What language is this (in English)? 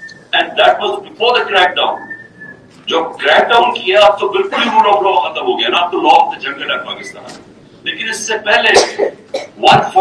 Urdu